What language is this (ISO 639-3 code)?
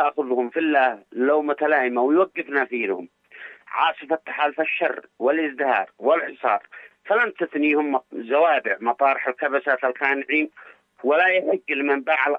ara